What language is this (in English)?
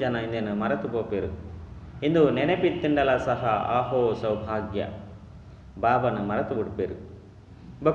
Tulu